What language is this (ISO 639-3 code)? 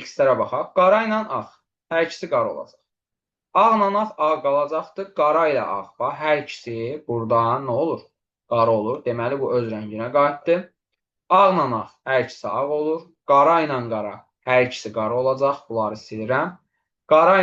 aze